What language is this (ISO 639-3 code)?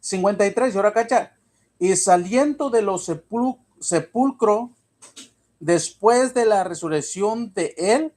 mix